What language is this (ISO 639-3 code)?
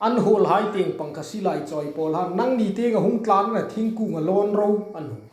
hmr